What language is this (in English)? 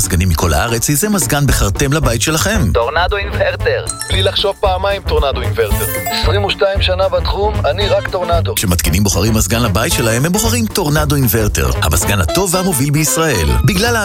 Hebrew